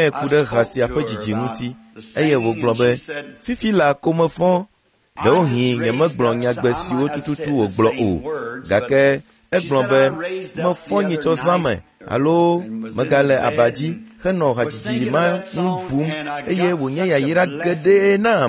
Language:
Ewe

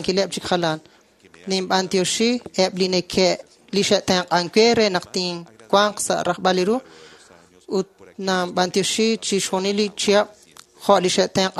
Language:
Kekchí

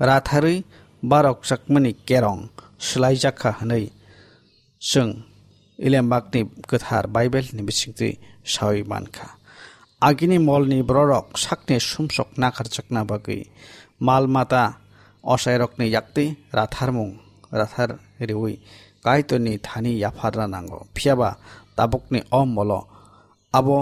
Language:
Kok Borok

